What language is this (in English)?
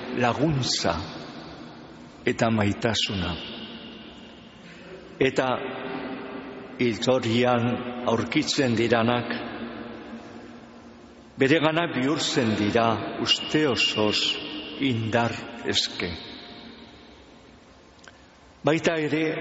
Basque